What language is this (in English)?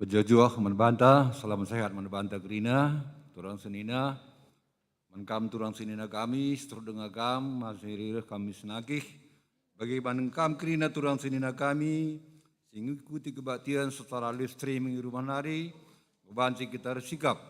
Batak Karo